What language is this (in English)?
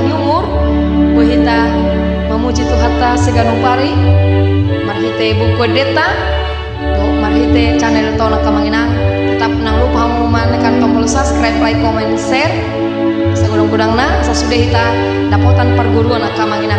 Batak Toba